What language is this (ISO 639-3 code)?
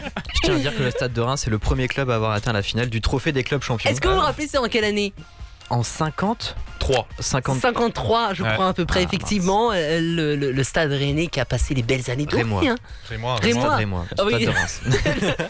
fra